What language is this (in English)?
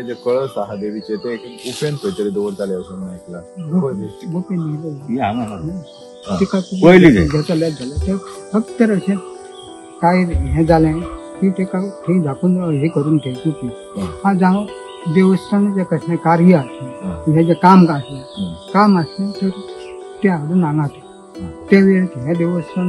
Konkani